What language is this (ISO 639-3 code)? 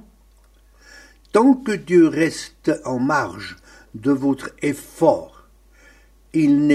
fra